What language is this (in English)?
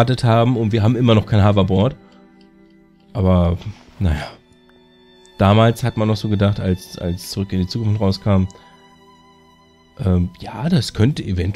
German